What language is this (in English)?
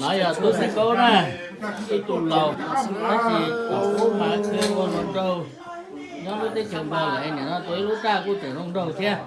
Hmong